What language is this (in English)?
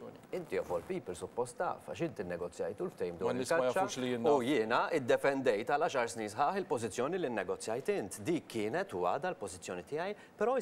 Maltese